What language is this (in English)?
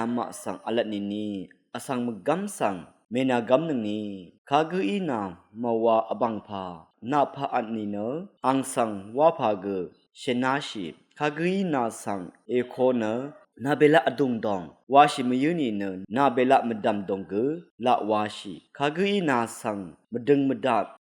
Rawang